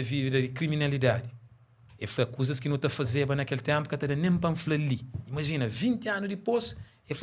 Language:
Kabuverdianu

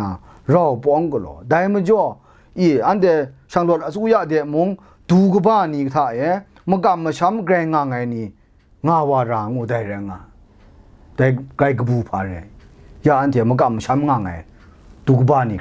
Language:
Kachin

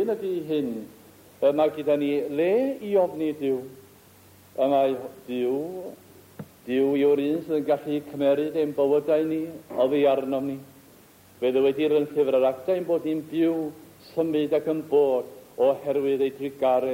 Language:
Welsh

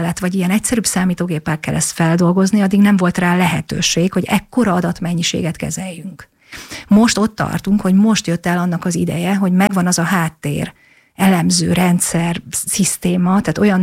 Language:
Hungarian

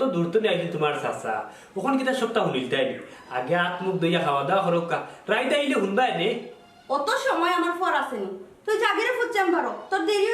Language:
Sylheti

